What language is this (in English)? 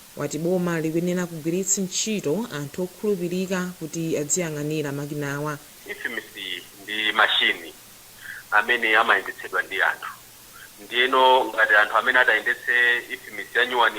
Nyanja